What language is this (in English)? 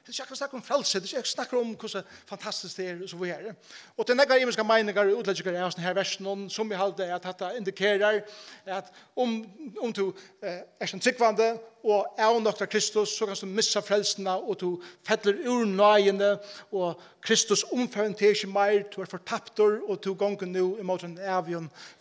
Faroese